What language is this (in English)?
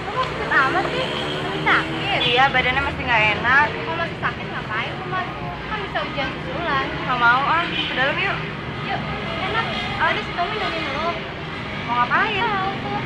Betawi